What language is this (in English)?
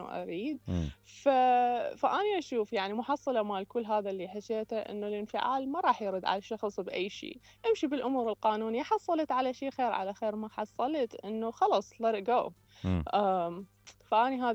Mesopotamian Arabic